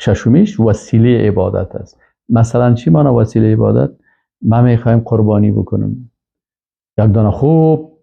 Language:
Persian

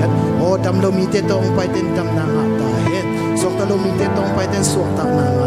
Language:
Tedim Chin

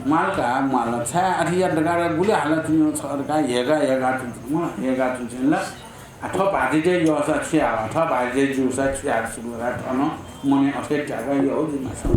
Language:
Newari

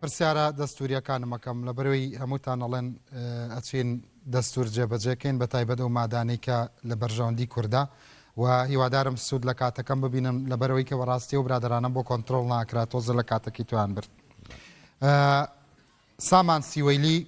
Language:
Central Kurdish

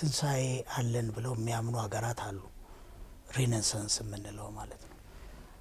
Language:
Amharic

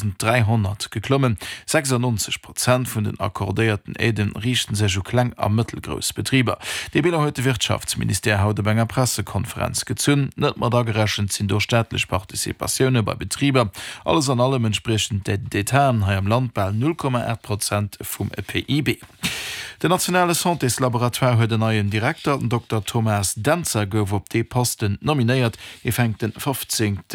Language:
Luxembourgish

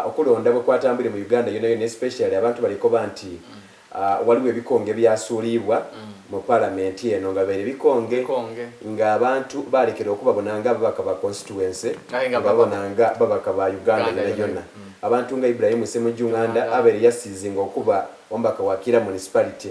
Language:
Soga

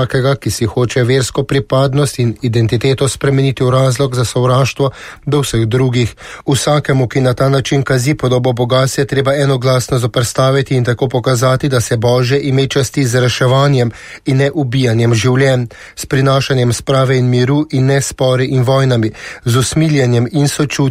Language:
Slovenian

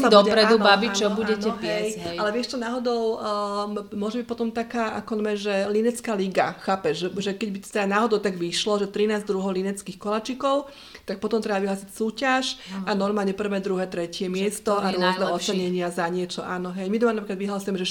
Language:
Slovak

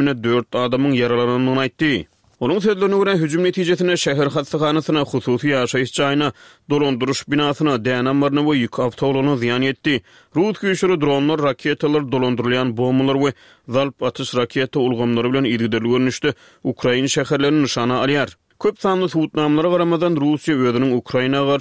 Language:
Turkmen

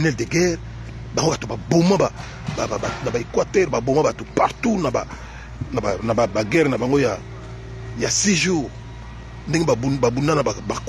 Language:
Lingala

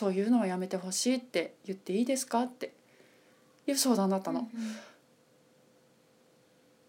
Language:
Japanese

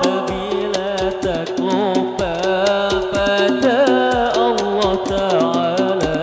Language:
Banjar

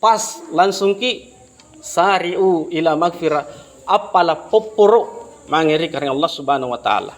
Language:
Makasar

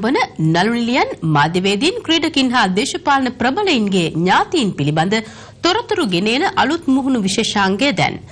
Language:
Sinhala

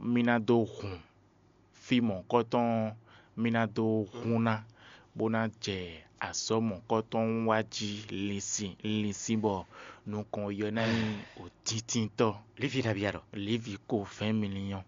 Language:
Fon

